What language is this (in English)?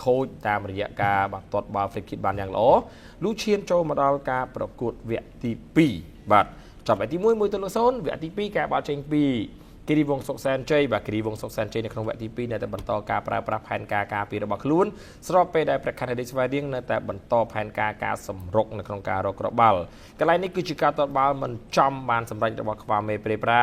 Khmer